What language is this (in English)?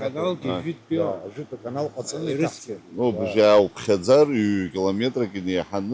Abkhazian